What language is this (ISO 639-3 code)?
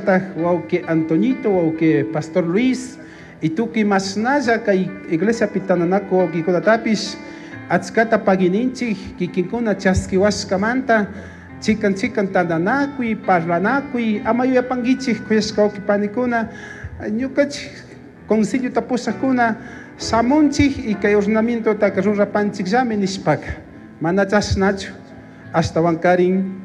qug